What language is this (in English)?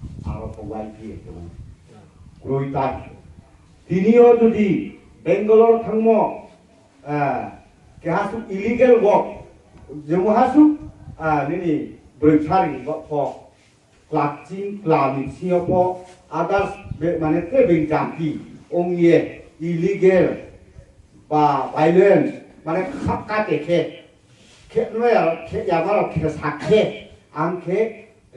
Riang (India)